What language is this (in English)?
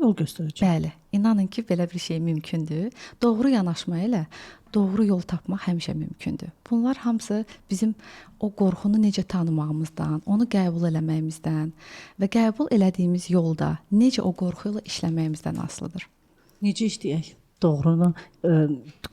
Azerbaijani